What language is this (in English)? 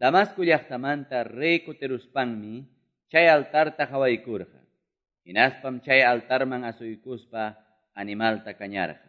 Quechua